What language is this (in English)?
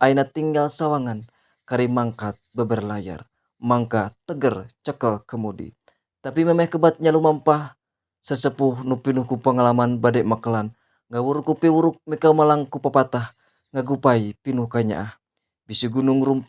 Sundanese